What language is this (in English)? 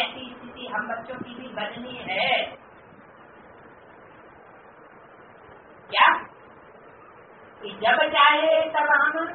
Hindi